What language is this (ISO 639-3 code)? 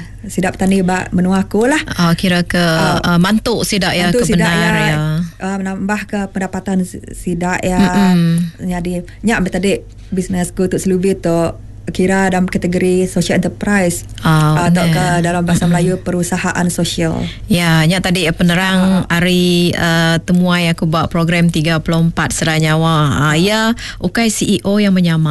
iba